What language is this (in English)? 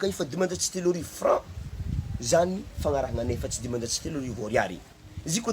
Malagasy